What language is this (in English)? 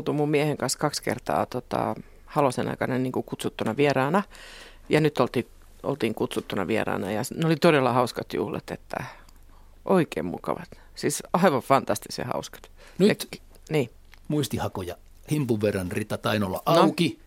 Finnish